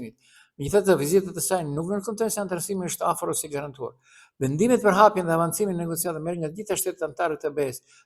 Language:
Albanian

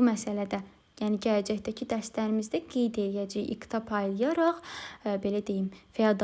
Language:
Azerbaijani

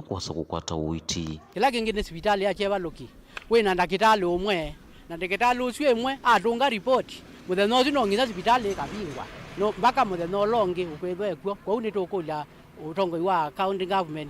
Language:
Kamba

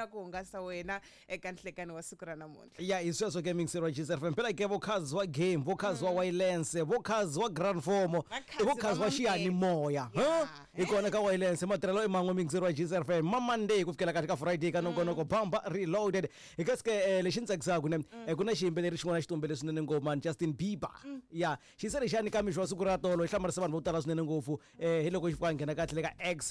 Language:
Tsonga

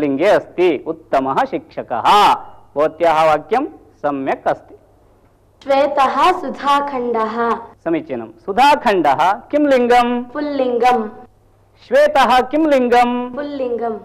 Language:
Sanskrit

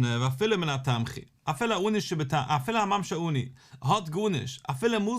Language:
Yiddish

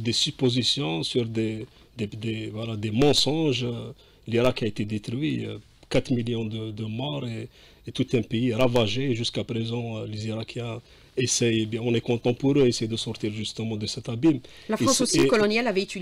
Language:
French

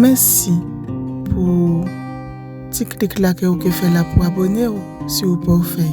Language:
Guadeloupean Creole French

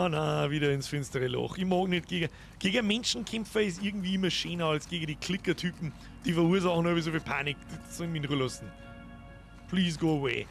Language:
Bavarian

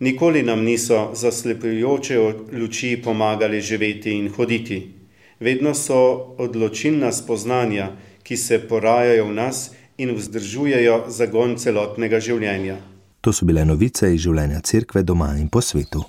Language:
Slovenian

